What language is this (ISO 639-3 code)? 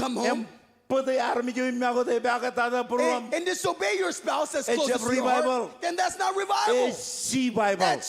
mah